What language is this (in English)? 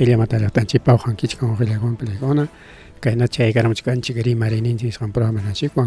Ayacucho Quechua